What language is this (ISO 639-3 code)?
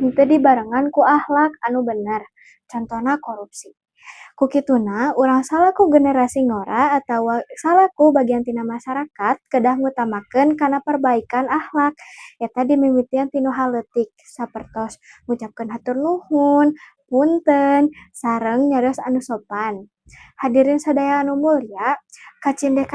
sun